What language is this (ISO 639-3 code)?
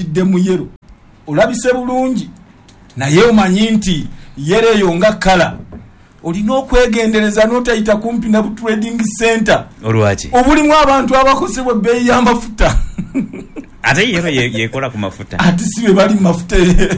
lug